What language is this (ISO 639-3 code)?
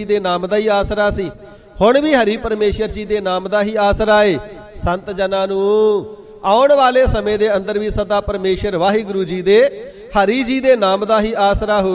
pan